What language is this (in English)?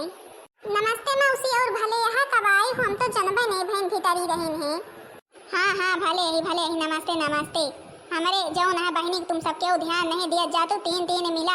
Awadhi